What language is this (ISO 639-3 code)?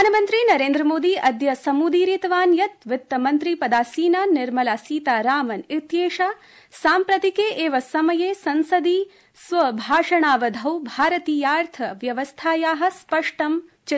san